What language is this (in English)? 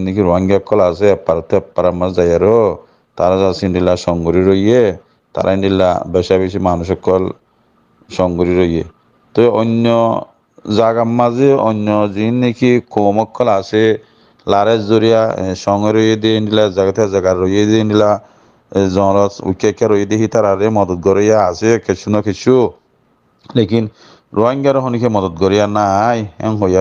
Rohingya